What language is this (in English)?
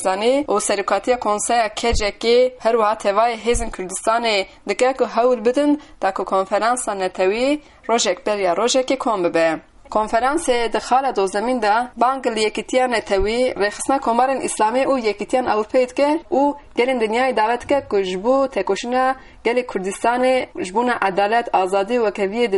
Kurdish